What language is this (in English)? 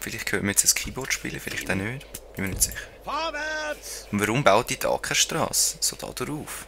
Swiss German